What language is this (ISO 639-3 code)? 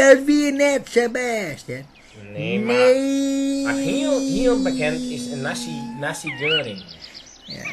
fry